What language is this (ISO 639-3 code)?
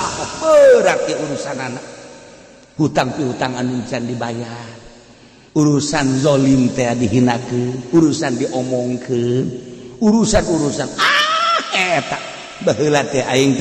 sun